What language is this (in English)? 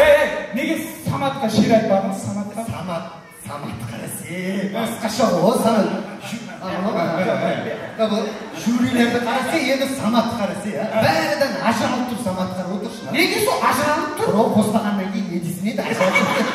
Kara-Kalpak